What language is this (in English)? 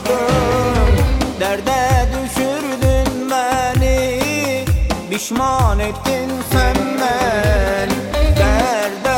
Turkish